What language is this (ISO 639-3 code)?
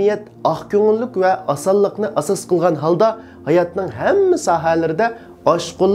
uig